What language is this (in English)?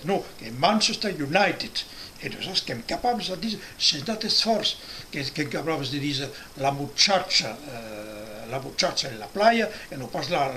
Occitan